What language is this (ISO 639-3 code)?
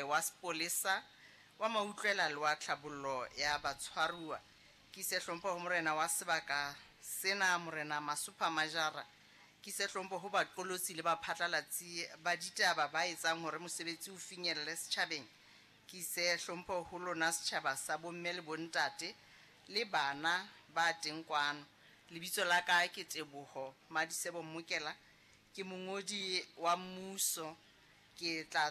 sot